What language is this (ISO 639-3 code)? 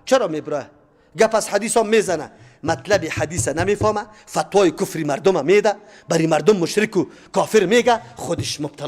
fas